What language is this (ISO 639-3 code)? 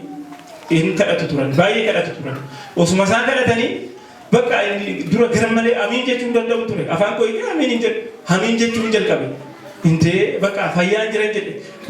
orm